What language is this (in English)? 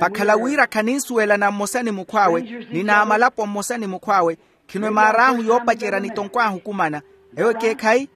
Makhuwa